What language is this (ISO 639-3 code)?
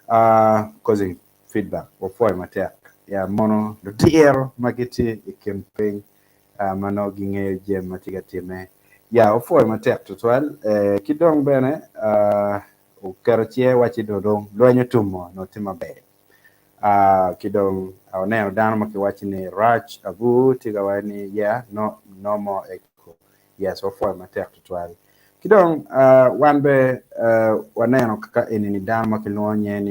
ach